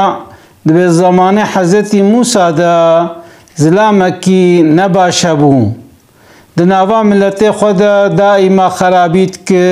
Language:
Kurdish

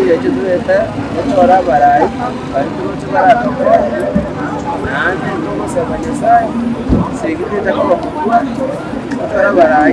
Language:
Gusii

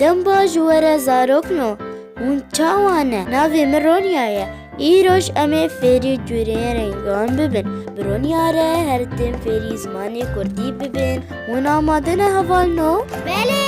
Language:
Kurdish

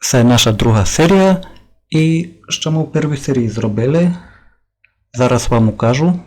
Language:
Rusyn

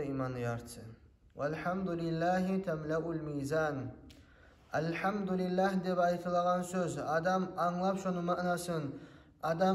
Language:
Kumyk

